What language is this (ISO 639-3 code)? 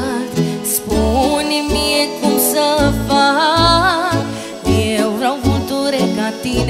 ron